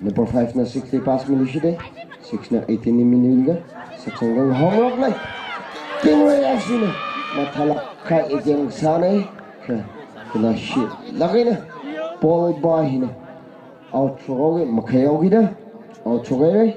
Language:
Tangkhul Naga (India)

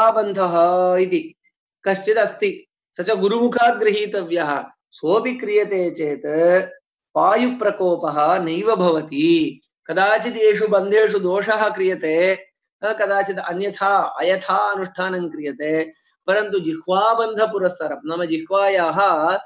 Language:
Sanskrit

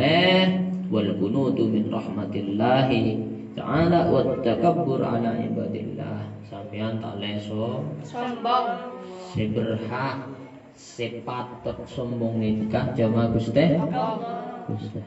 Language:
Madurese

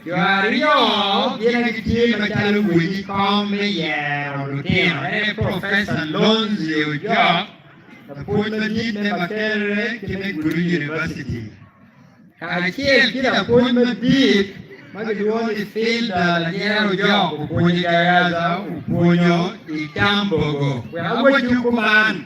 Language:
Acoli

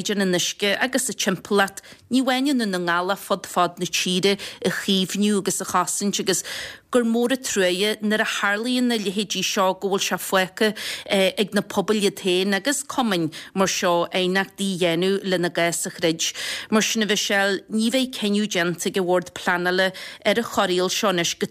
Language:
Irish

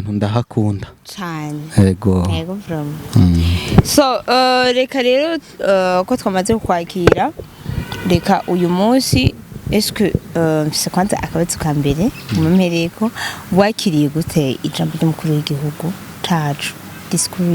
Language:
Rundi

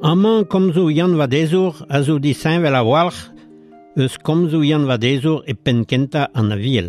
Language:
Breton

